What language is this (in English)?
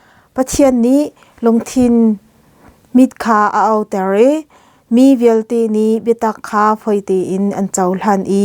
Hakha Chin